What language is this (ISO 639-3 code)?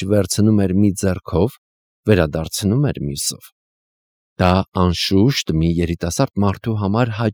hye